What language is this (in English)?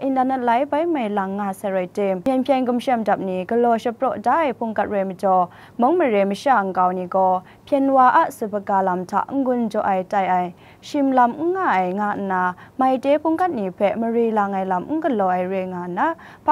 Kachin